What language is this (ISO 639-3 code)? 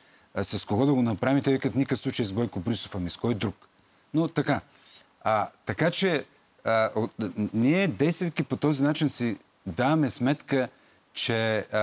bul